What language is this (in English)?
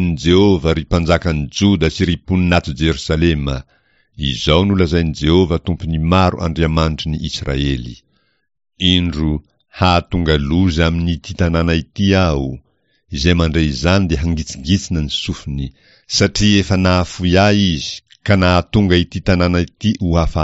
Malagasy